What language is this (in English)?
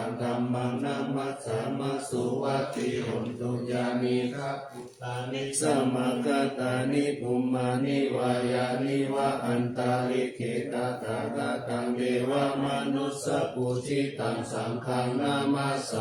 Pali